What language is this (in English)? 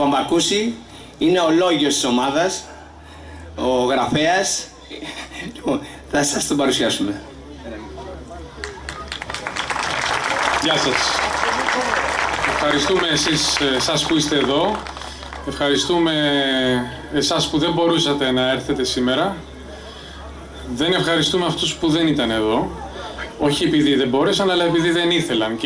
Greek